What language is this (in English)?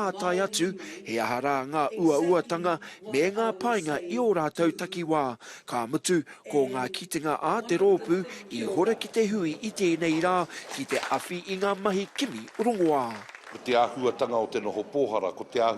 Māori